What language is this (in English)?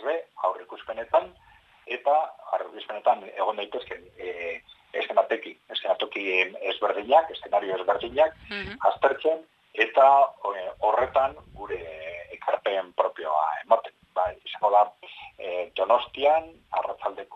Basque